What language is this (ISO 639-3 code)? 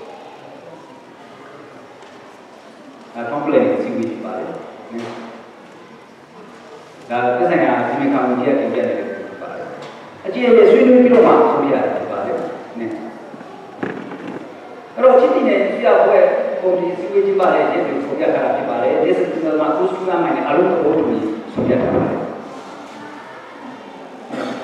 mya